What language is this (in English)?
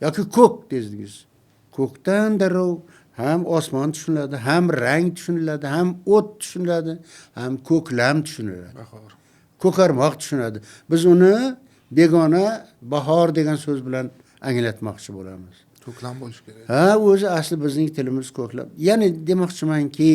Uzbek